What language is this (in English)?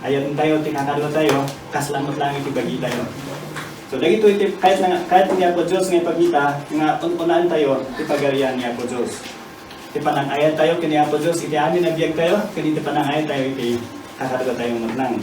Iloko